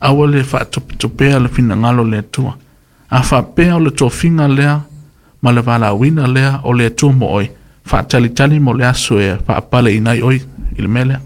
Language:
Samoan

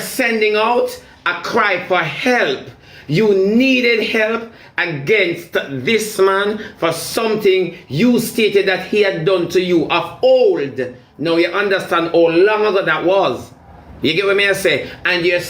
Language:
Jamaican Creole English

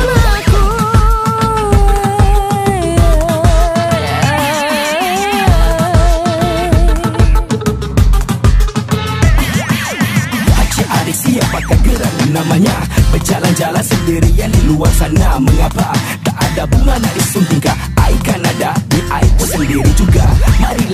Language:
Malay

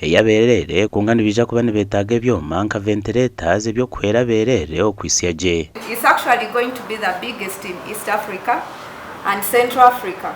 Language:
Nyankole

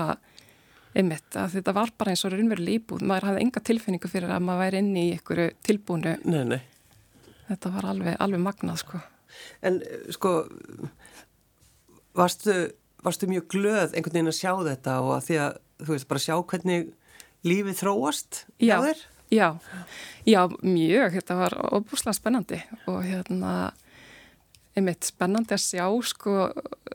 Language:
Icelandic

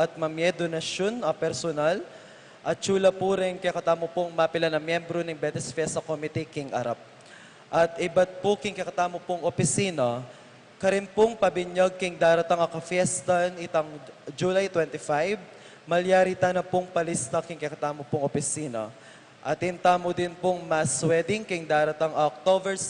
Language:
Pampanga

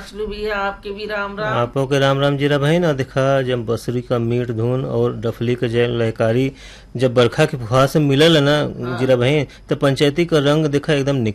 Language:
Bhojpuri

